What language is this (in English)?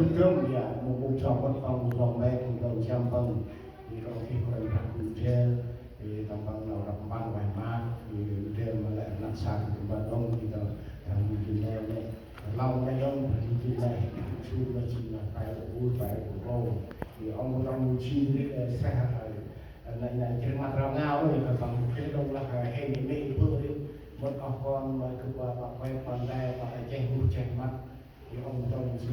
Central Mnong